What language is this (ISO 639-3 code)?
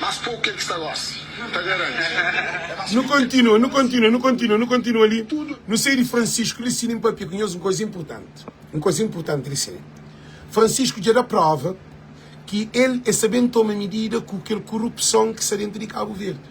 kea